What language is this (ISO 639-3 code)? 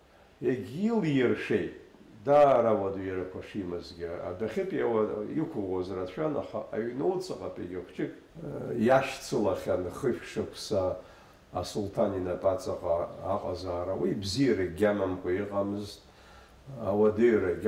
abk